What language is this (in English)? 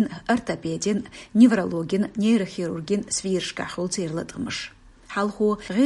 Chechen